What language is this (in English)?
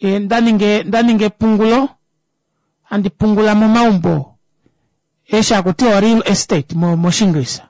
Kuanyama